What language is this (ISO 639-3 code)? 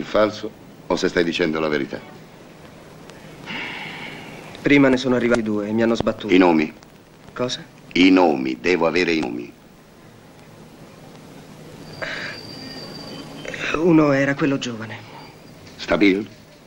ita